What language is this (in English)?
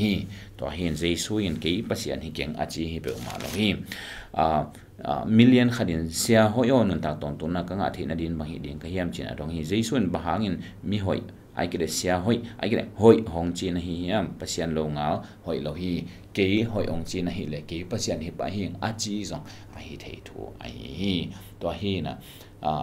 Tedim Chin